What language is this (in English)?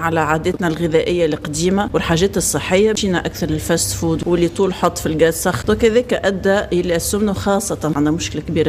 Tunisian Arabic